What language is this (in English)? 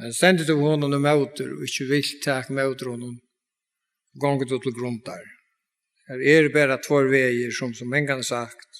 Faroese